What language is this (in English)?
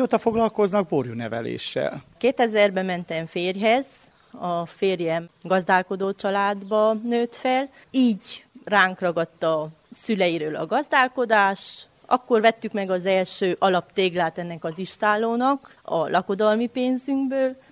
Hungarian